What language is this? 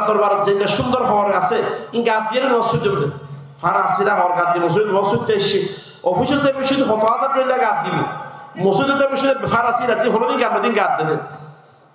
Rohingya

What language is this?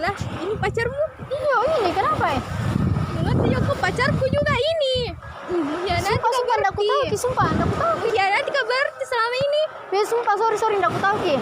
Makassar Malay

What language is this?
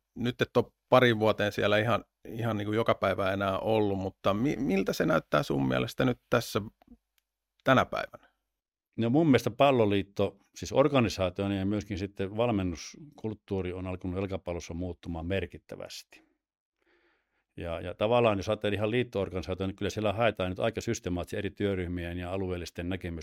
Finnish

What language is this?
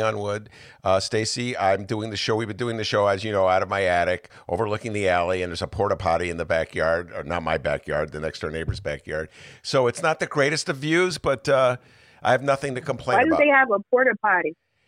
English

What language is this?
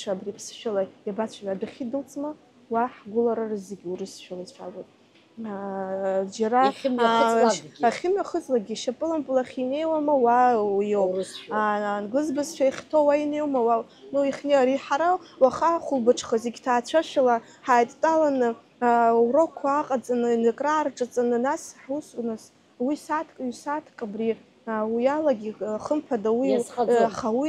Abkhazian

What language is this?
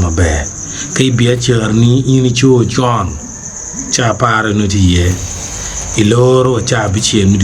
Acoli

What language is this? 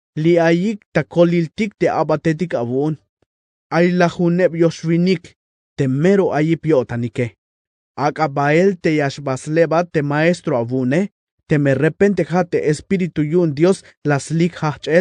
Tzeltal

